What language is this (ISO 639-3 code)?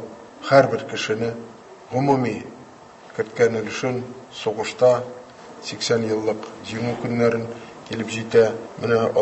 tat